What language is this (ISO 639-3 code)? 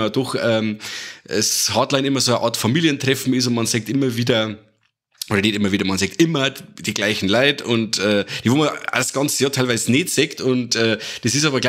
bar